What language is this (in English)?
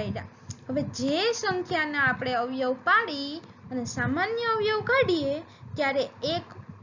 Gujarati